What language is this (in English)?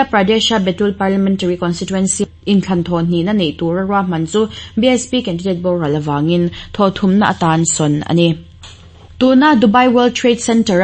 Mizo